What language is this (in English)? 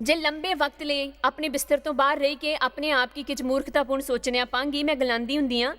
Dogri